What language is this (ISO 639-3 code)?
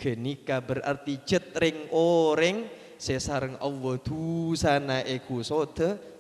mad